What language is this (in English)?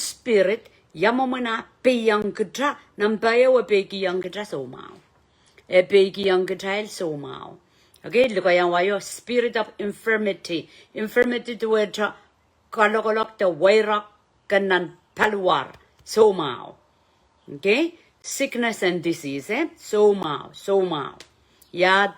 Pohnpeian